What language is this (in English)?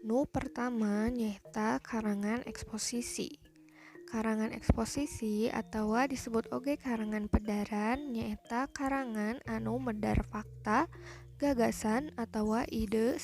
Sundanese